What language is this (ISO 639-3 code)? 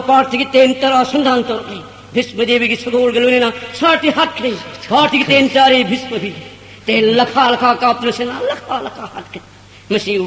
mni